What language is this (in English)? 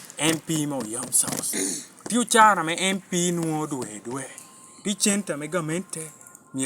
Lango (Uganda)